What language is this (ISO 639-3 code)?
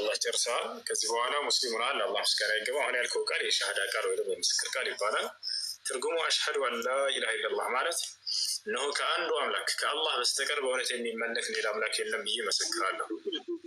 amh